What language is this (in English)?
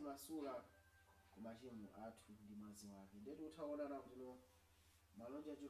Nyanja